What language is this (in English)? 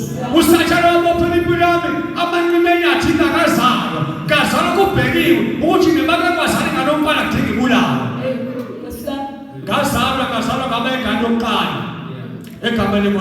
Zulu